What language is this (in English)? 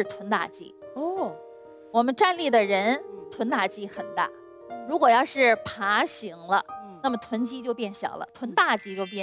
Chinese